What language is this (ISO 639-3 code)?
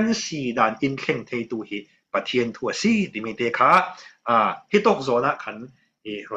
cfm